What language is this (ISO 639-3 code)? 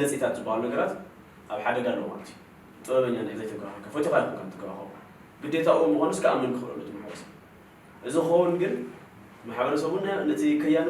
tir